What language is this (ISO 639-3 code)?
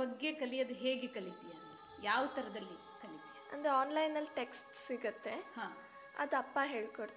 kan